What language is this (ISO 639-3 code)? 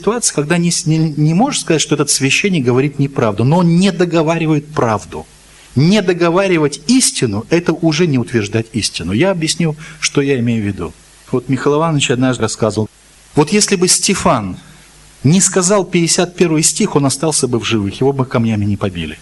rus